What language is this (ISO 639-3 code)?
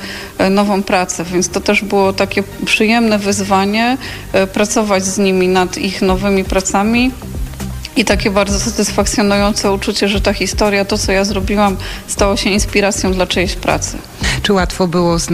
pol